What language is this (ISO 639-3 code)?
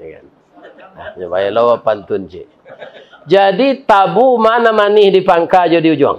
min